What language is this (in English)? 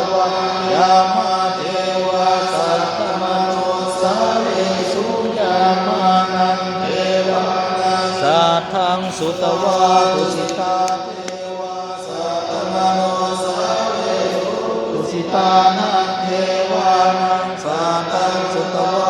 Pali